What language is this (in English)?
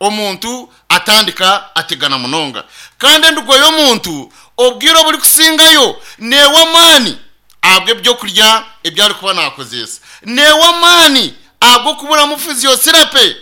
Nyankole